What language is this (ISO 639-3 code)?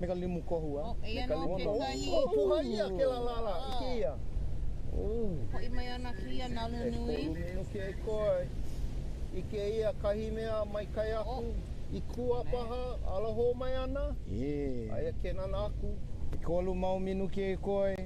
haw